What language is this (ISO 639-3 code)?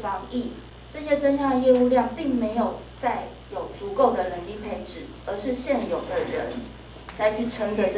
zho